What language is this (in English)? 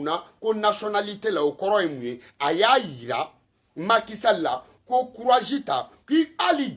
Bambara